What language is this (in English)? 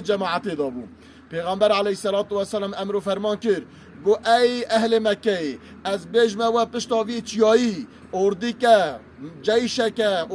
Kurdish